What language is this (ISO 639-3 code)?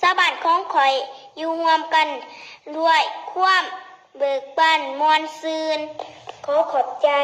lao